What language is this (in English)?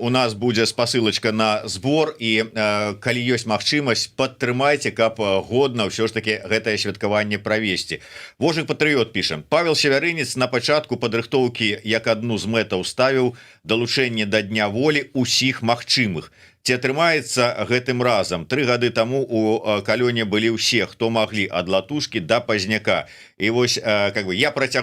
Belarusian